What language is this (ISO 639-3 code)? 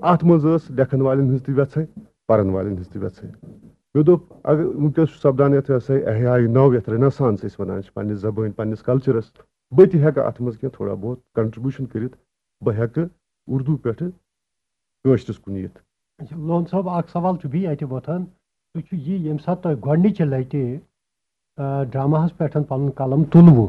kas